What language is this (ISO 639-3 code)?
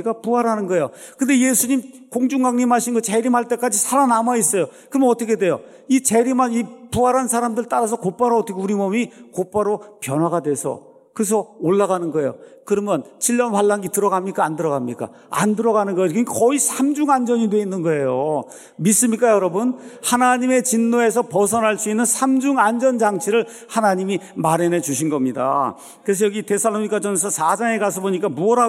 kor